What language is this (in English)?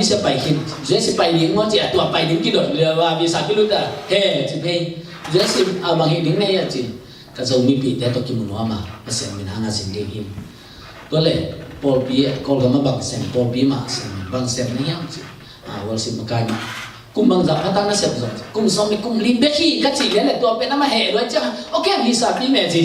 Tedim Chin